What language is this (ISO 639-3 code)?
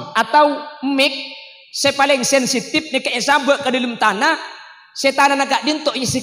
mad